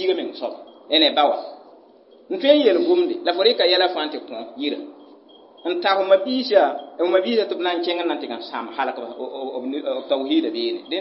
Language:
Mossi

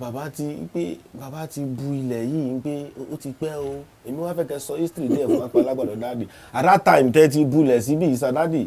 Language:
Yoruba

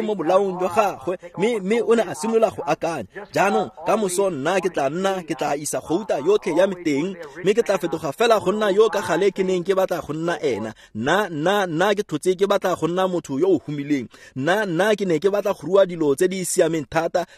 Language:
Tswana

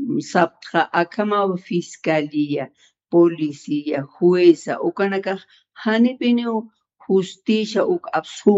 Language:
Aymara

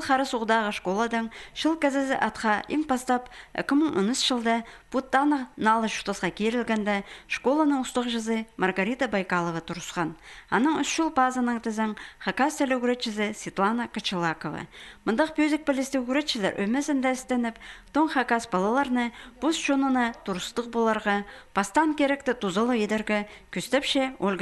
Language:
Khakas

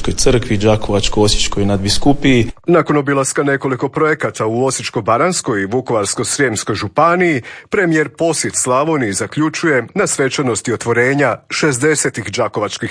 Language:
Croatian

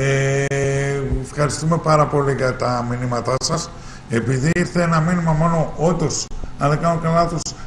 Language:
Greek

